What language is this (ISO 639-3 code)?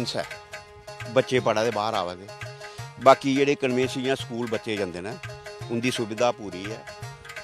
doi